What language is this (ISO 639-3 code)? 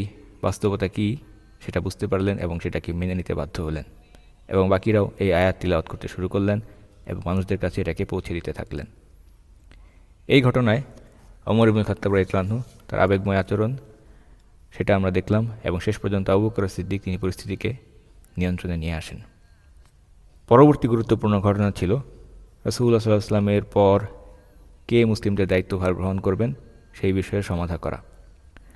ben